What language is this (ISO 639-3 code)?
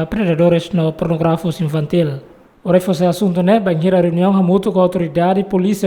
tet